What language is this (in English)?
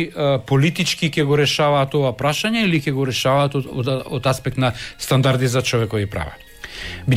Macedonian